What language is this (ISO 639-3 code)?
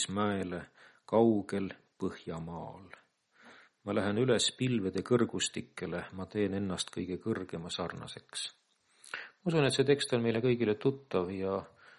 est